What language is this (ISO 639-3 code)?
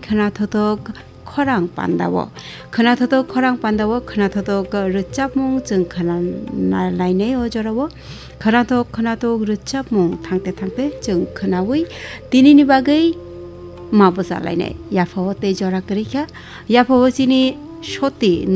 trp